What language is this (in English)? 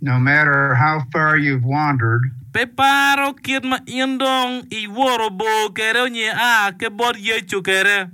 Acoli